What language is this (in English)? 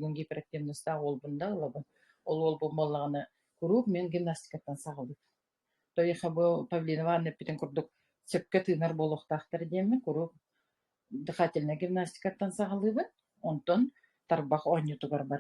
Yakut